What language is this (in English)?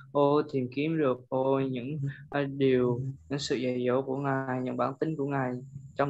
Vietnamese